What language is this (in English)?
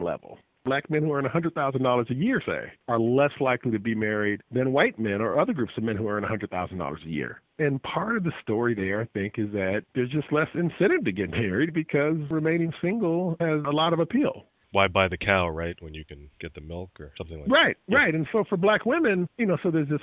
English